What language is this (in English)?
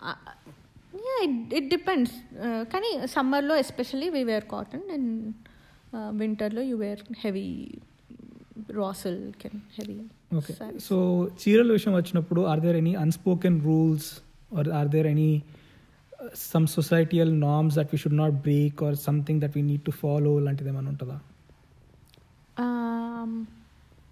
Telugu